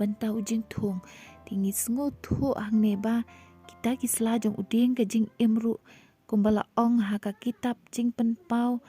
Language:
Khasi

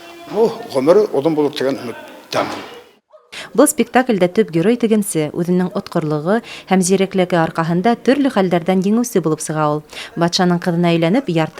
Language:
Bashkir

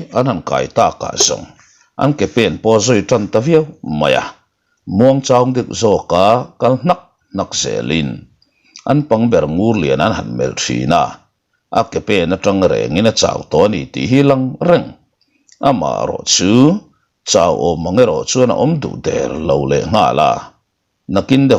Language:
Mizo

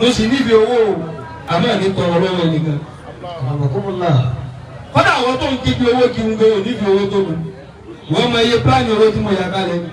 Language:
Yoruba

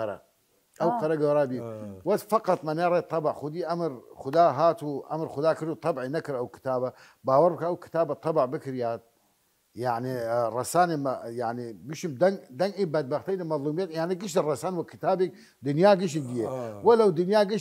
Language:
Southern Kurdish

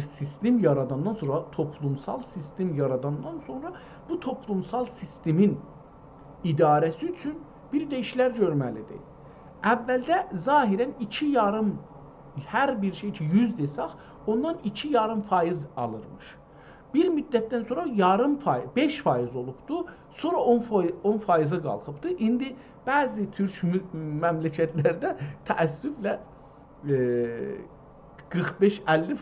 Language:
South Azerbaijani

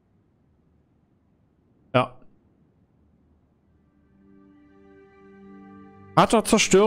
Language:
German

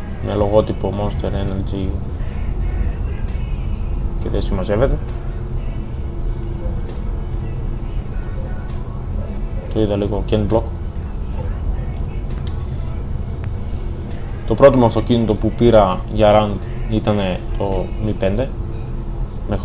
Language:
Greek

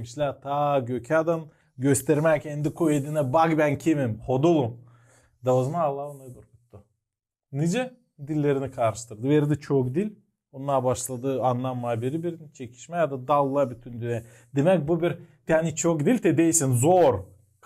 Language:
Gagauz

